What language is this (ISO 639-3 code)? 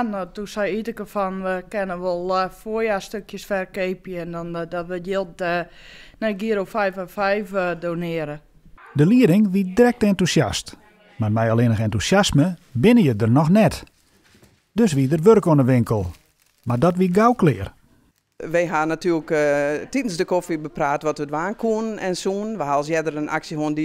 fry